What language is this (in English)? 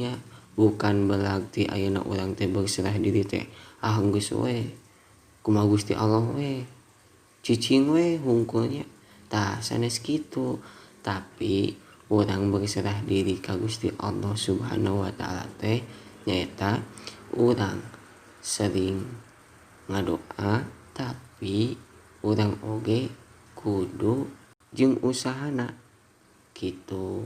Sundanese